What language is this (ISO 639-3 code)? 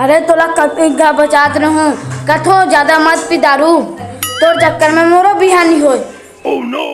hne